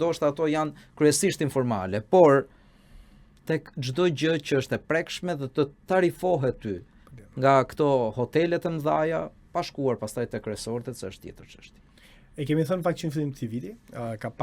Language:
Albanian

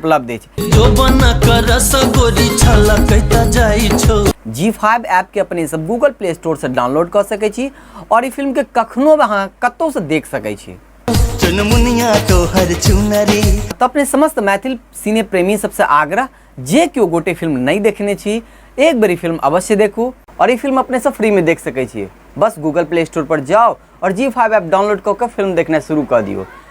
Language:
Maithili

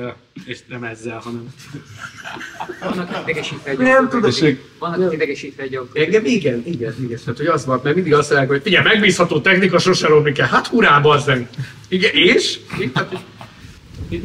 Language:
Hungarian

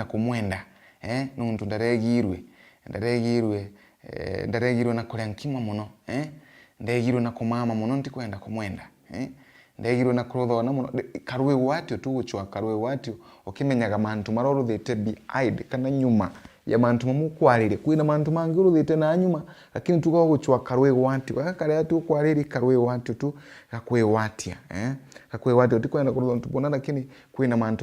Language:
Meru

